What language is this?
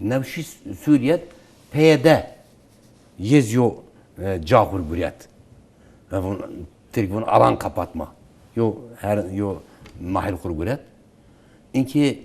Zaza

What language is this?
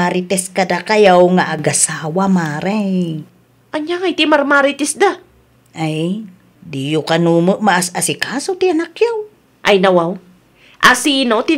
Iloko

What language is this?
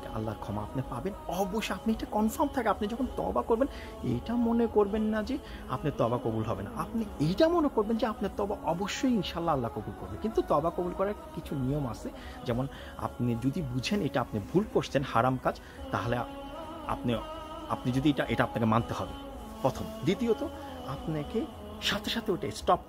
Bangla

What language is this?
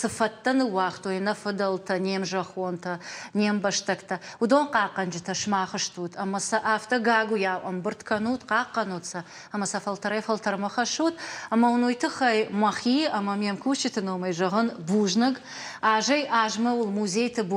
Ossetic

